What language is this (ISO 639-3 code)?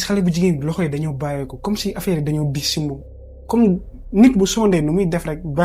wol